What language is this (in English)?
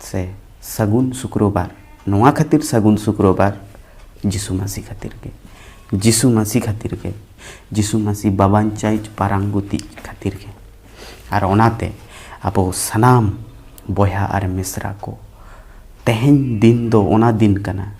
Santali